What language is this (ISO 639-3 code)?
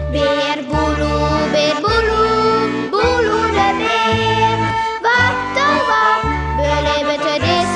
fry